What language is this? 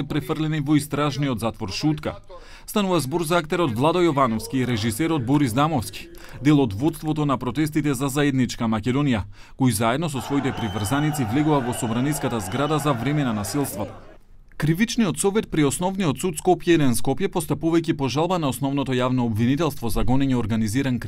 Macedonian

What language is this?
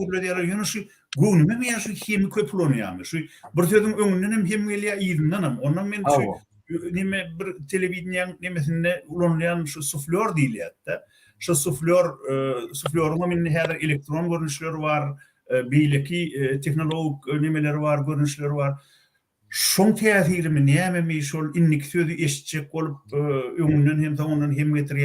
Turkmen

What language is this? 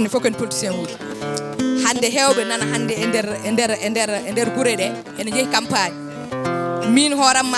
Fula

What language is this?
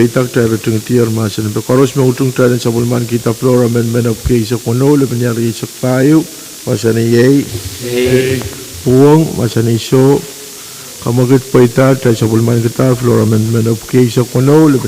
Pohnpeian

